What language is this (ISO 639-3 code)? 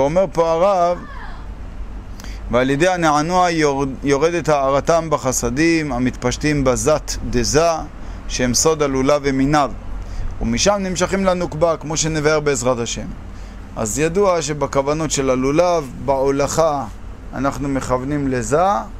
heb